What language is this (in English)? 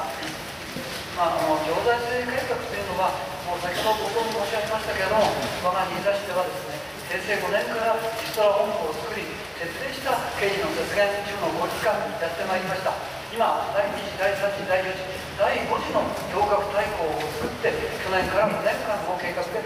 Japanese